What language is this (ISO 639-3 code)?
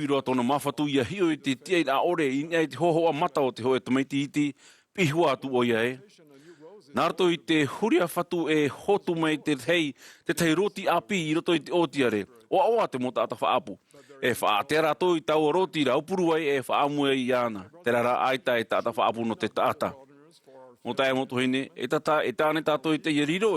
tah